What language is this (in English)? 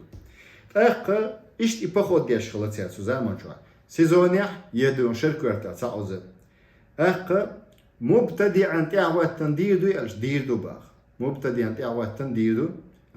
Chechen